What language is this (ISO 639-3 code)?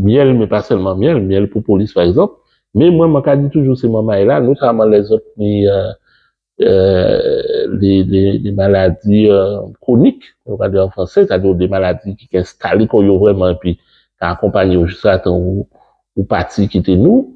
gcf